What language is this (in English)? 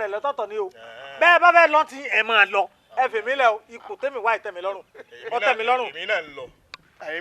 Yoruba